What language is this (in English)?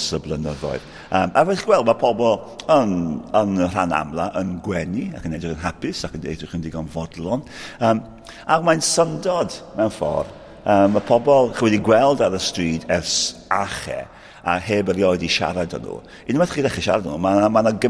Welsh